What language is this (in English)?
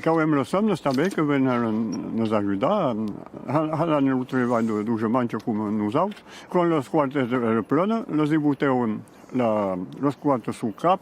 Occitan